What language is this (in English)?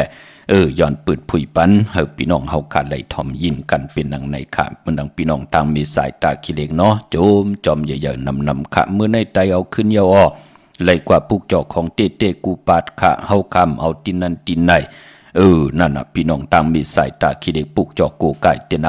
Shan